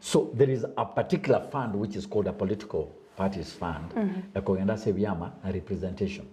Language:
Gusii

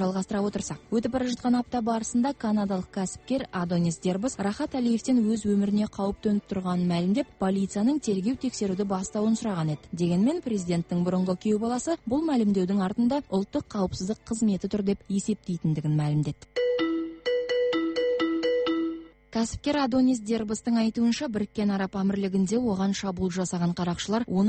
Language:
Kazakh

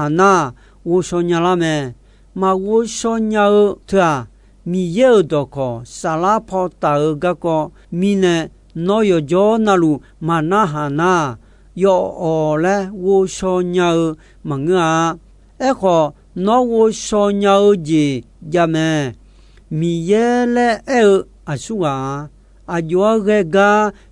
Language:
Akha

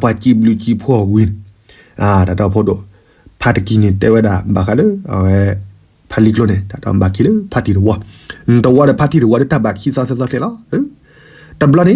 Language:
S'gaw Karen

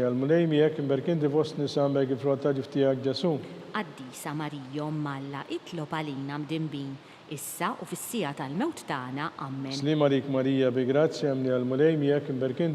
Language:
Maltese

